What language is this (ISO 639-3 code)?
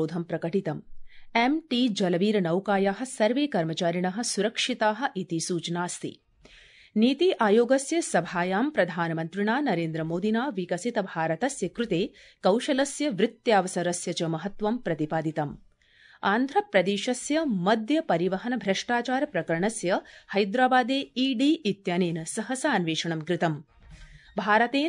san